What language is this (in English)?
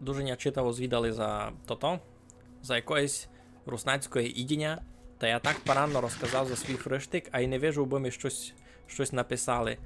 Rusyn